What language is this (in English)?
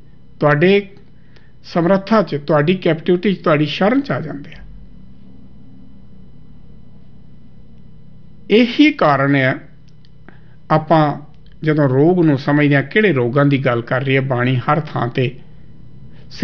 Punjabi